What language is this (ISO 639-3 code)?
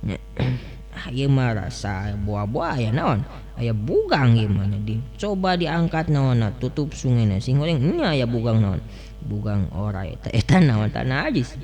sun